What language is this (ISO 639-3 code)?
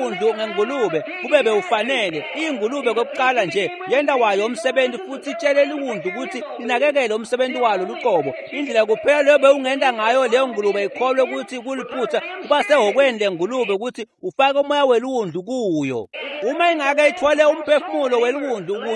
ssw